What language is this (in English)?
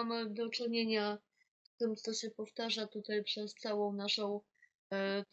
Polish